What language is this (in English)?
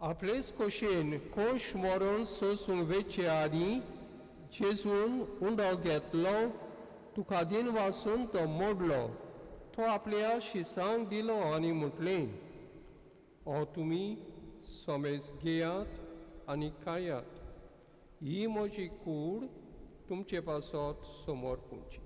Konkani